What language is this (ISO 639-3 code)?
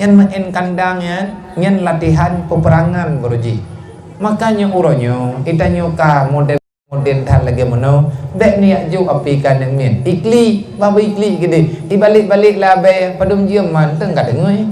ace